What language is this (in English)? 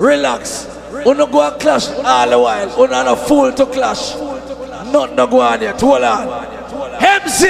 Jamaican Creole English